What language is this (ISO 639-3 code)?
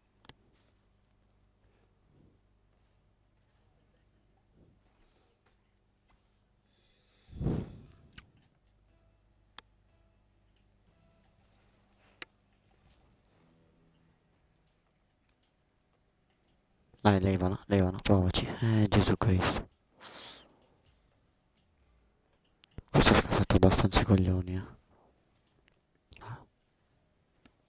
ita